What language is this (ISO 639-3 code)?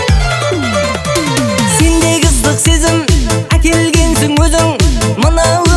kaz